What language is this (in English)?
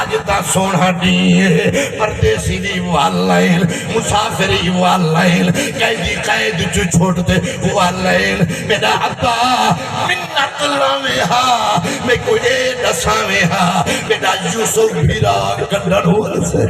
Saraiki